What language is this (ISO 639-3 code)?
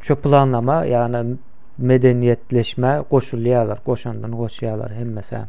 tuk